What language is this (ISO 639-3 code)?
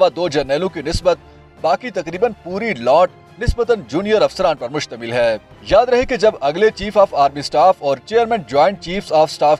urd